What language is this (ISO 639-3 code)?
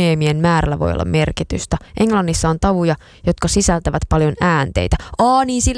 fin